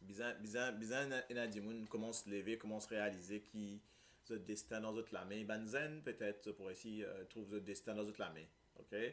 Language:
Morisyen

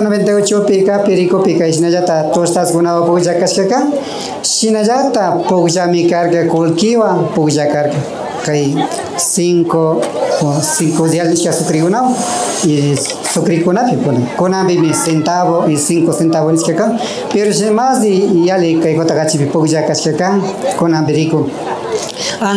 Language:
Imbabura Highland Quichua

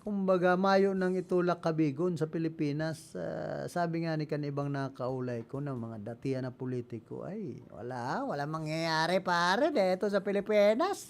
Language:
Bikol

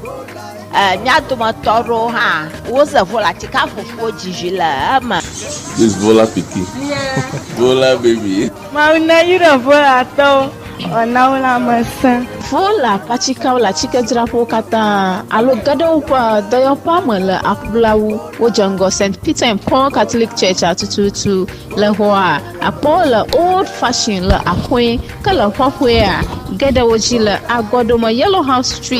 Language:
Ewe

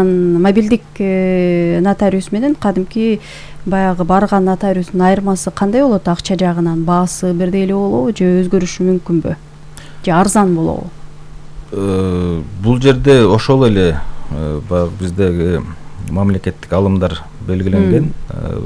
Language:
Kyrgyz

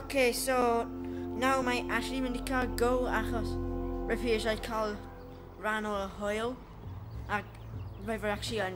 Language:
Welsh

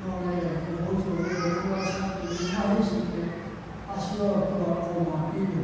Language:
Lahu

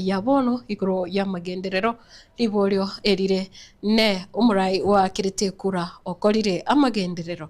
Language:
Gusii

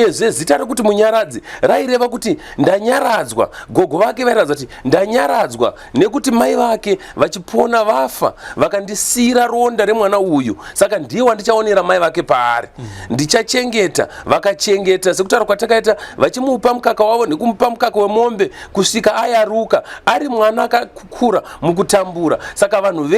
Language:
Shona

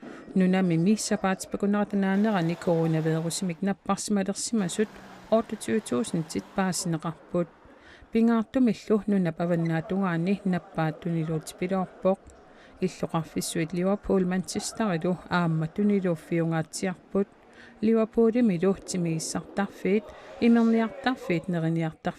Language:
Kalaallisut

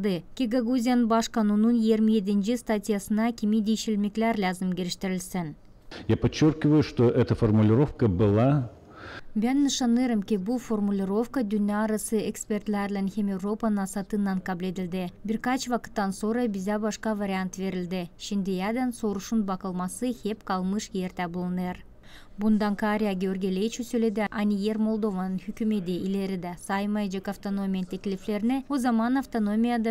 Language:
Gagauz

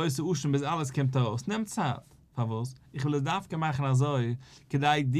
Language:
Yiddish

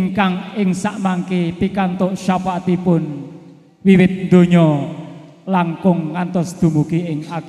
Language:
Javanese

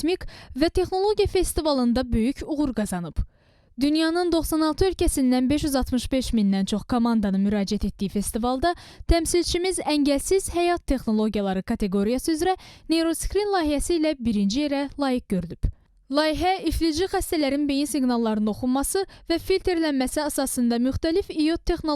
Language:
Azerbaijani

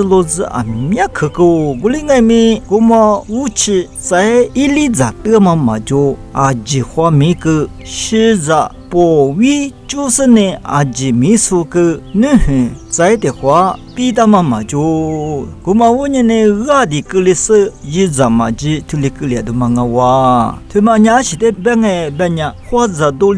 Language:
Lisu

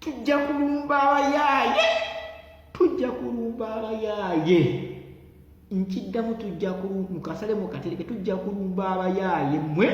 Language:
Ganda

